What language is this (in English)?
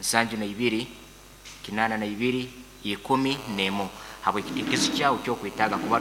Nyankole